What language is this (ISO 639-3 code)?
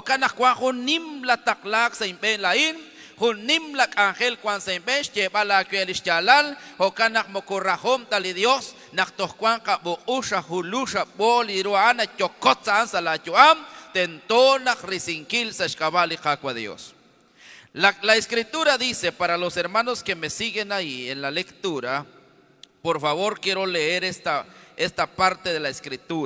kek